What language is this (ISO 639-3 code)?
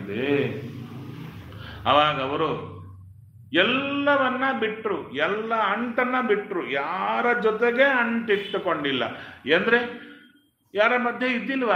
kan